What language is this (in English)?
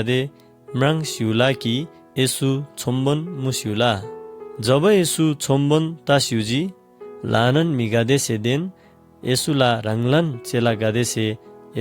Eastern Tamang